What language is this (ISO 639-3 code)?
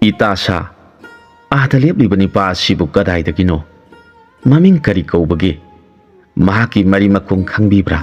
mni